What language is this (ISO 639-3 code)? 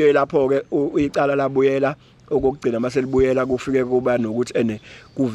zul